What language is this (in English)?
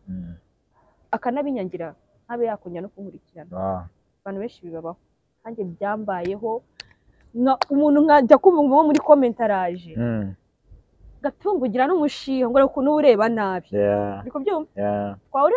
Kinyarwanda